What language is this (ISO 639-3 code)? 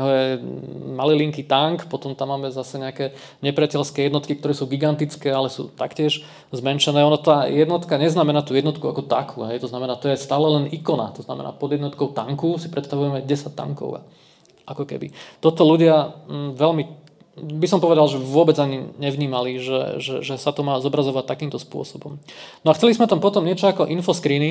slk